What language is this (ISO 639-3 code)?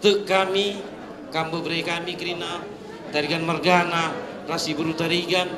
btx